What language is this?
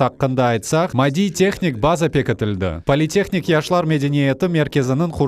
Crimean Tatar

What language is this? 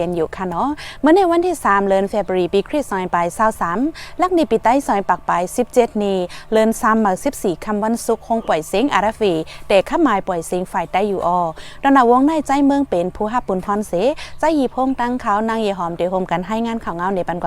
Shan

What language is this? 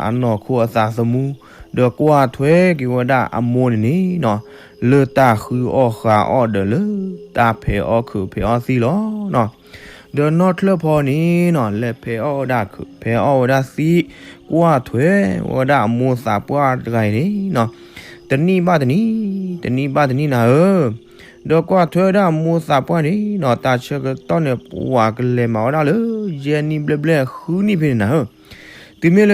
S'gaw Karen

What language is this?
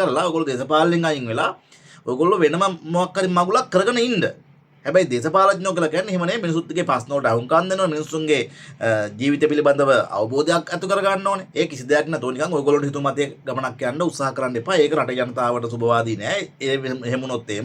Sinhala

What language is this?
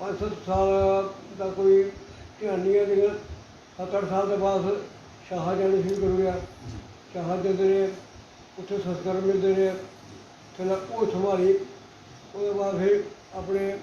Dogri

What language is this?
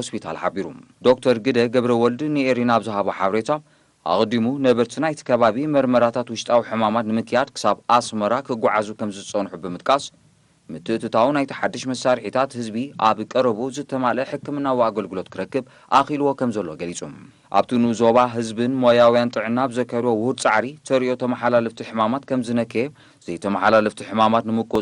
Tigrinya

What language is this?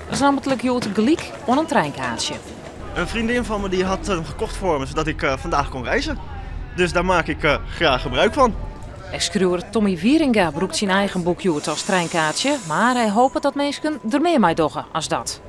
Western Frisian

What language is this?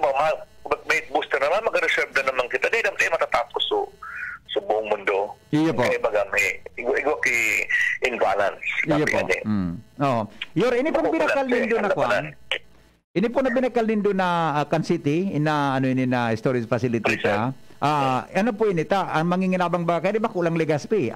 Bikol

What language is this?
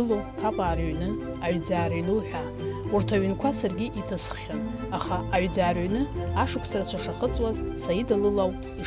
Abkhazian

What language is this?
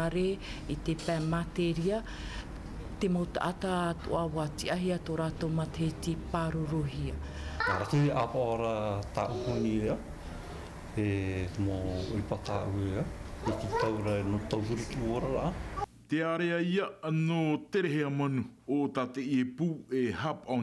Tahitian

